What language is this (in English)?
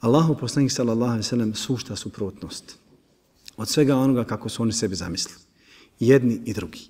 Bosnian